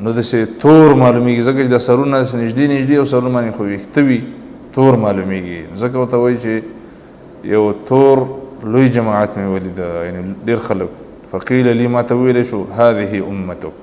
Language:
Pashto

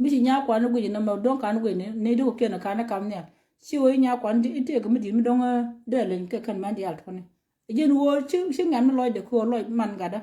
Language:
Nuer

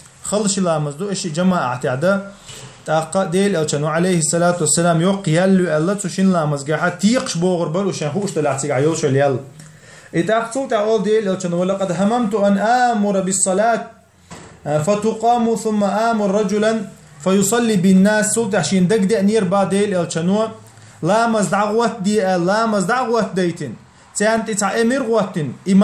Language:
Chechen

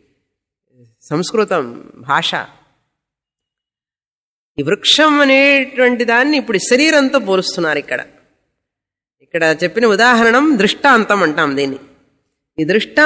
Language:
Telugu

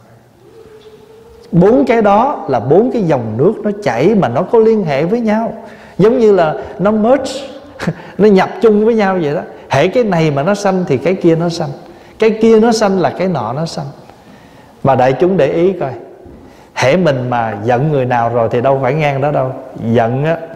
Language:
Vietnamese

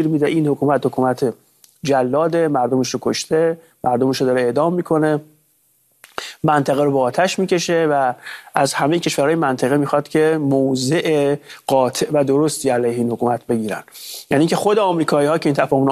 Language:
Persian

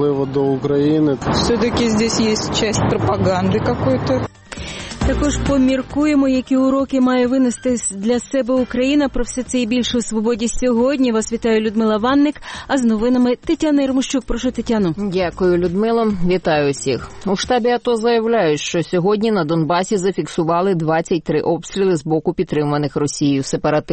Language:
Ukrainian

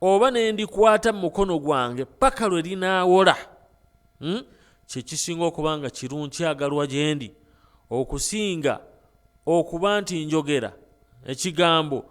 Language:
Ganda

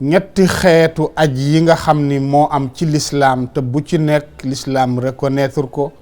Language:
Wolof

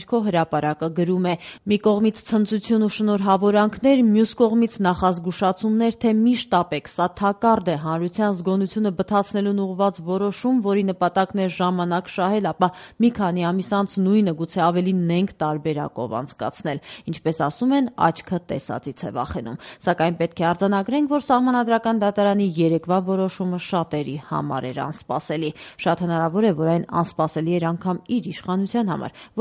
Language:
Armenian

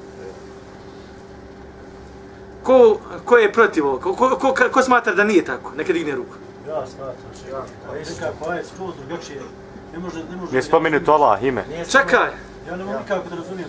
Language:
Bosnian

